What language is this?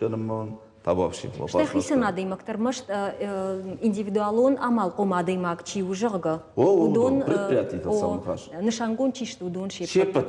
Ossetic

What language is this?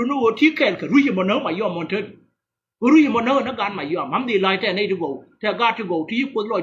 Nuer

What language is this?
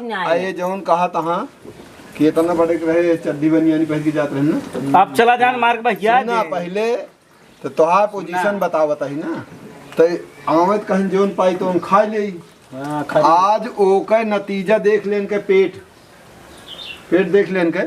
Awadhi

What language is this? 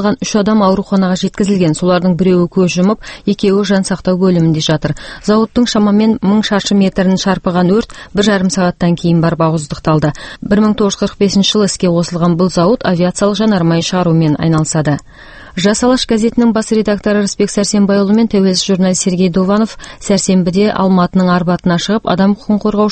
Kazakh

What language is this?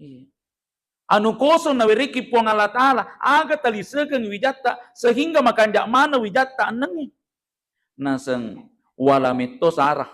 Buginese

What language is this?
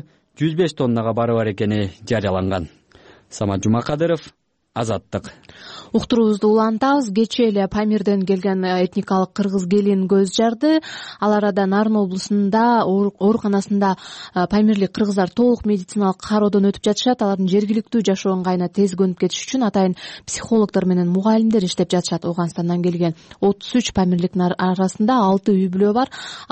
Kyrgyz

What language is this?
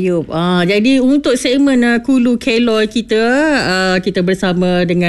Malay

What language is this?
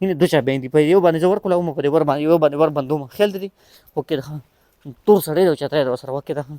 Pashto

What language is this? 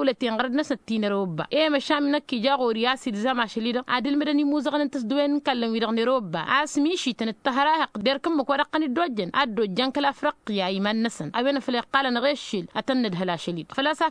Tamasheq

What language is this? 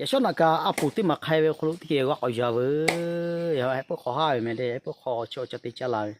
Lahu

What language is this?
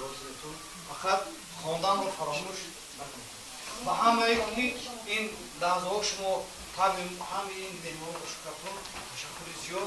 Tajik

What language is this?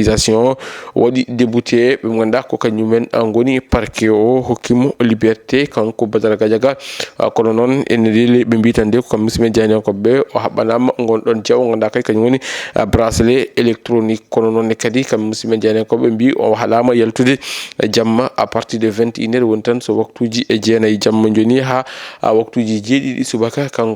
Fula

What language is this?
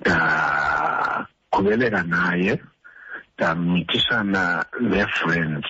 Xhosa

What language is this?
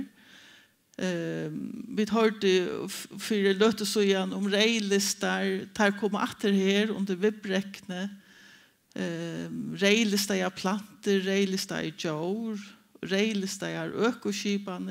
Faroese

